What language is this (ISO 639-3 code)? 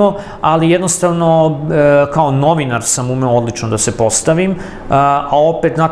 srp